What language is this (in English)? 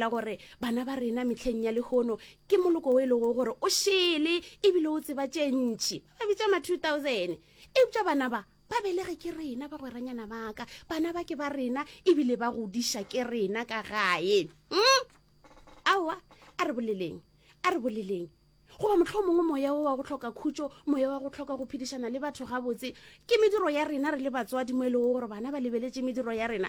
Northern Sotho